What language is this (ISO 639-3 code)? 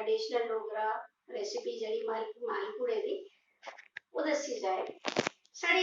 doi